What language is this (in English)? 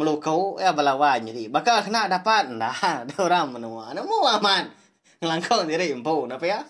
Iban